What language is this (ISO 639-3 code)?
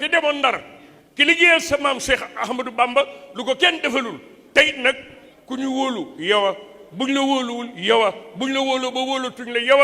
wol